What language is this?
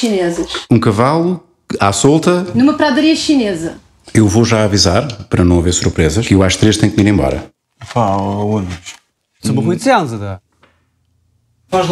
Portuguese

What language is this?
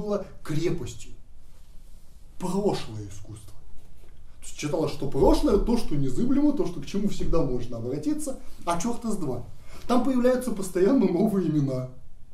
Russian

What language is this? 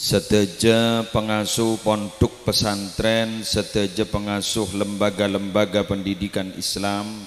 Madurese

